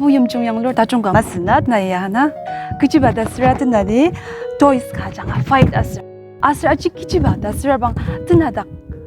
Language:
Ao Naga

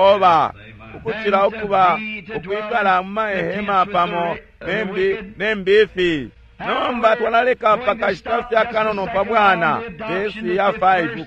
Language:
Bemba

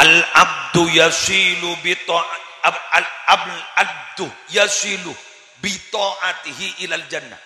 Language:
Madurese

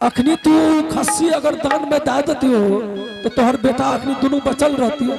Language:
Angika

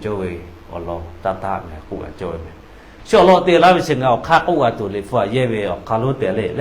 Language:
Lahu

